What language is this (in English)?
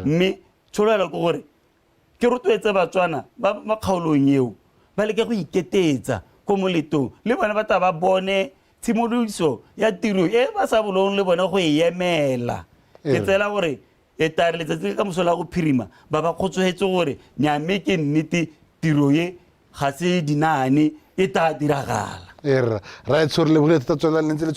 Tswana